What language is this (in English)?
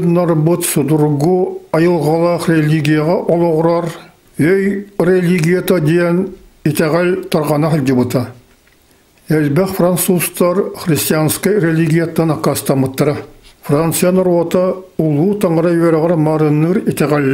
Yakut